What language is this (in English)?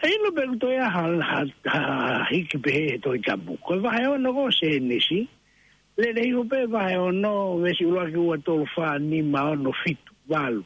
Tongan